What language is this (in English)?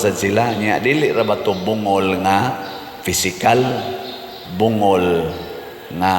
Cebuano